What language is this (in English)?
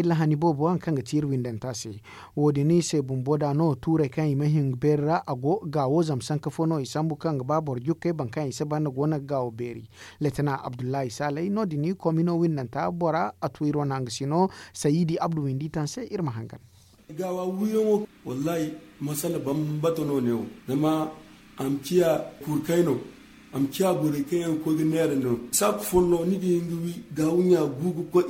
Zarma